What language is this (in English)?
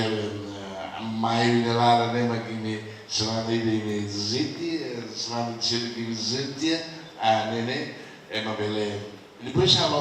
Tetum